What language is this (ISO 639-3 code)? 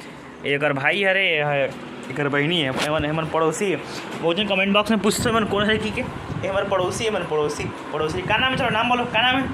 hne